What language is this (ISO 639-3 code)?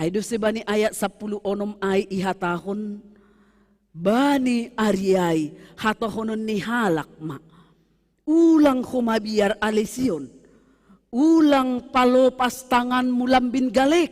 bts